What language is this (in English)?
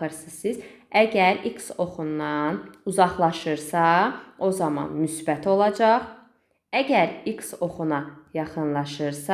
Azerbaijani